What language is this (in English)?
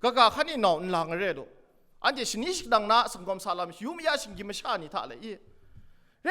Kachin